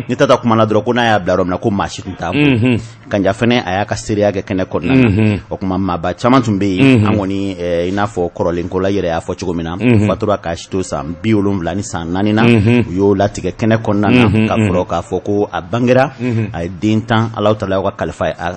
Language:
Bambara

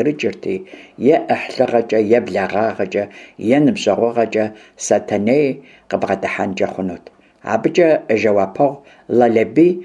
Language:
Kabardian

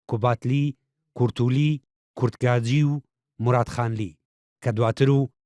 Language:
Central Kurdish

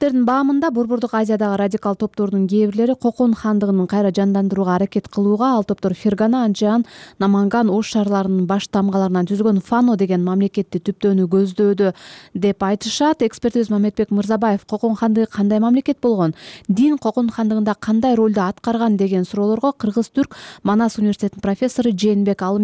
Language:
Kyrgyz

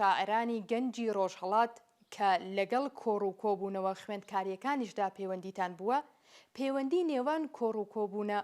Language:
Central Kurdish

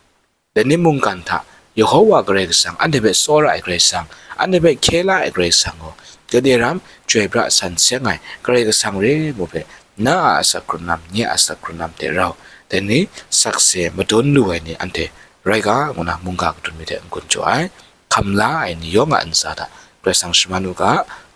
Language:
Kachin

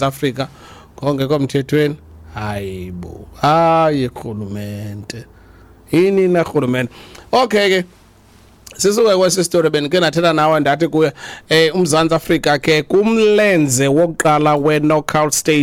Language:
Xhosa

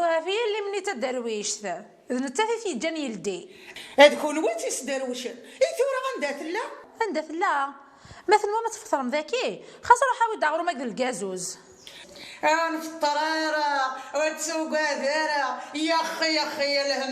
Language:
Kabyle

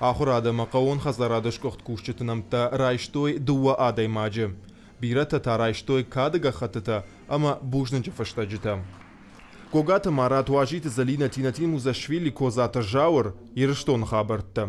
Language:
Ossetic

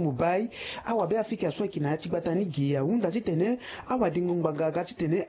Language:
Sango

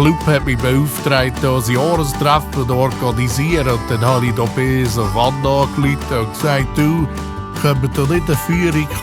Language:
Swiss German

